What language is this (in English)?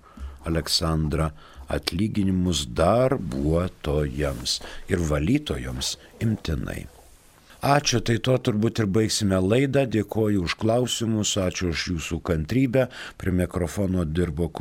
Lithuanian